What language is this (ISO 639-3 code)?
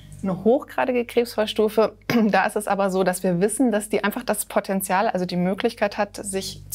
deu